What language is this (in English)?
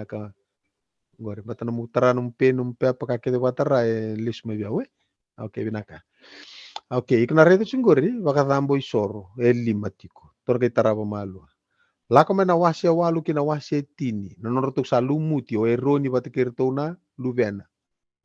Fijian